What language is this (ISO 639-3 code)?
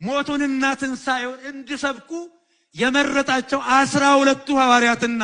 amh